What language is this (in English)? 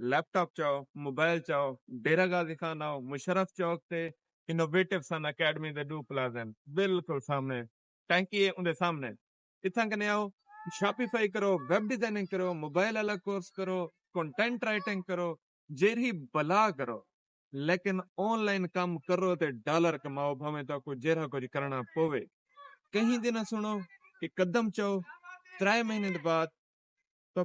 Saraiki